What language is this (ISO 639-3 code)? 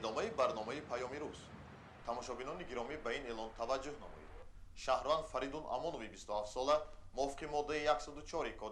tgk